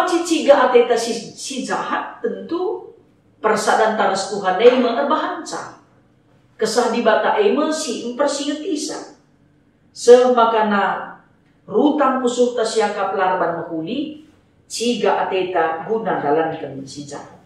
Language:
Batak Karo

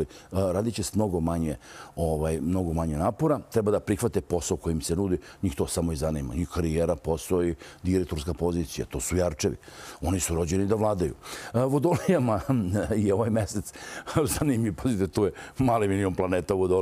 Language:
Serbian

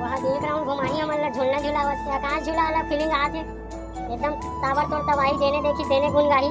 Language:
Chhattisgarhi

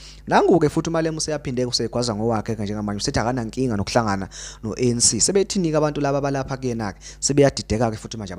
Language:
Zulu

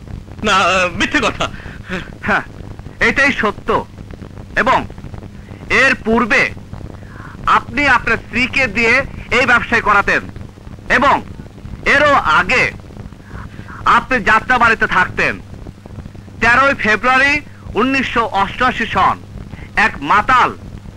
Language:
Bangla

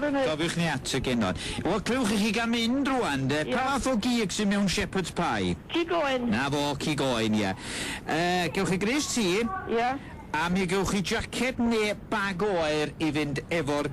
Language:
Welsh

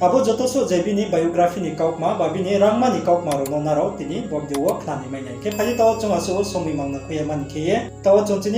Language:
Riang (India)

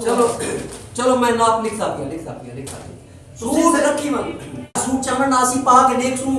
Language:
Saraiki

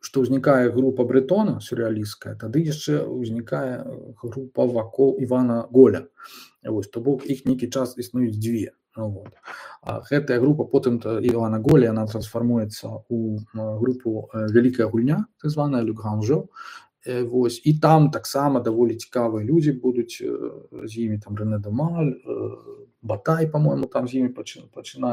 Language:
Belarusian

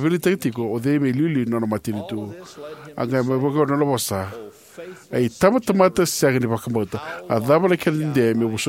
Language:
Fijian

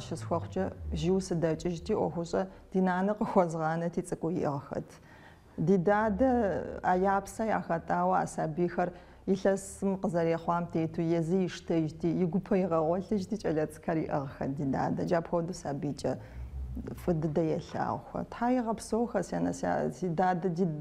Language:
Kabardian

